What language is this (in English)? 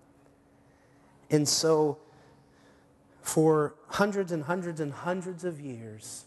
English